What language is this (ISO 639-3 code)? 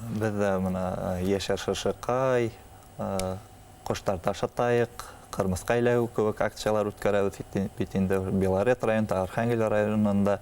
bak